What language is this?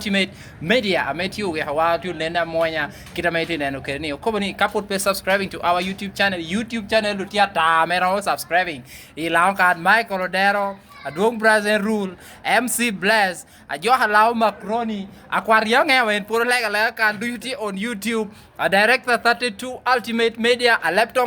Lango (Uganda)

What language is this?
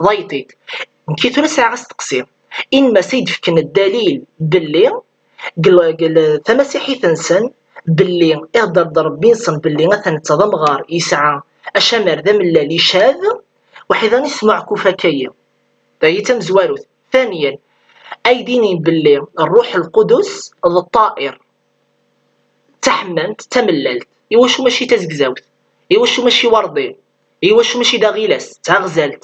Kabyle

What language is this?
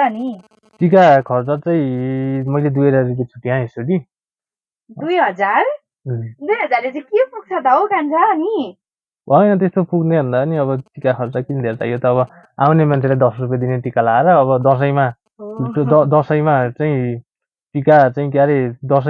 Nepali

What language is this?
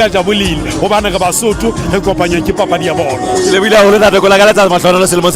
Southern Sotho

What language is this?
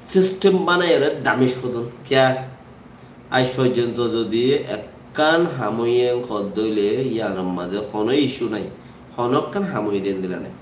Rohingya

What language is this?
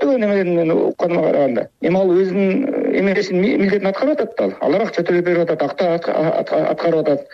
Kyrgyz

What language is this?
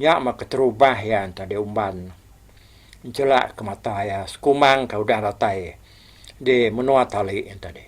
Iban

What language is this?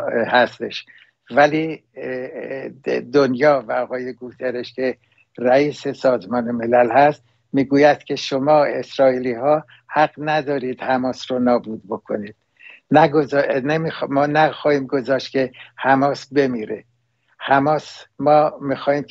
Persian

